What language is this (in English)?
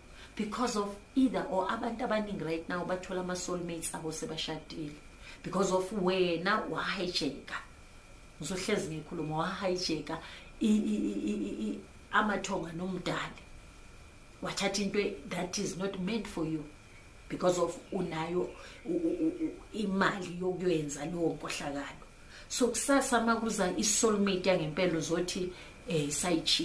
Zulu